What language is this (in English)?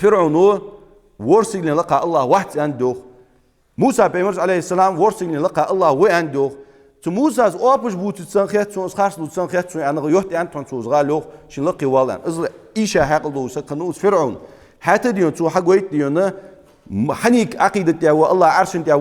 Ingush